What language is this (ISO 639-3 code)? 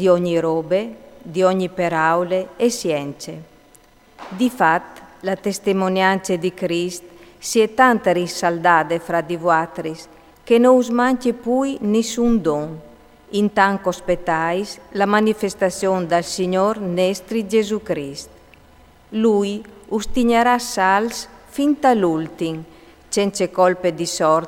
fur